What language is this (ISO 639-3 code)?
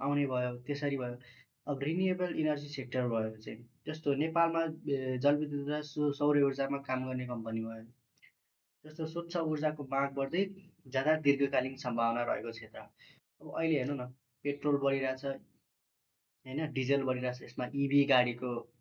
nep